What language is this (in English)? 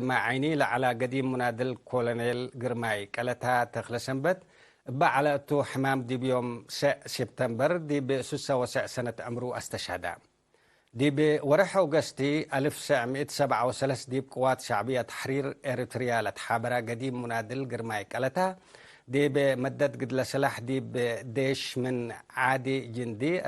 Tigre